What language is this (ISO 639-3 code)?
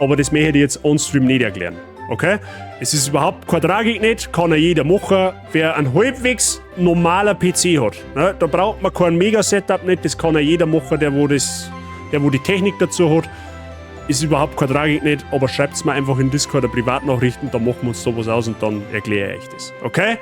bar